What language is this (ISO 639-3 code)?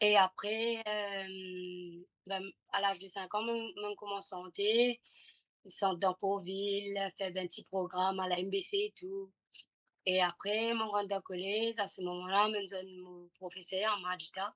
mfe